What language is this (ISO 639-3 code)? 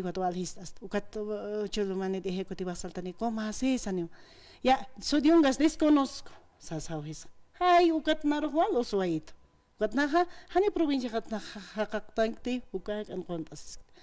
aym